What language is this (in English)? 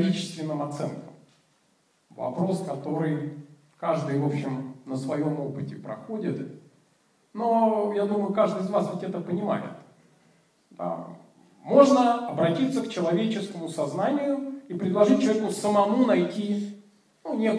Russian